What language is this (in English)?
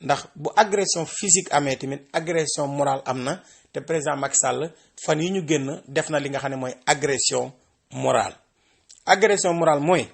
Wolof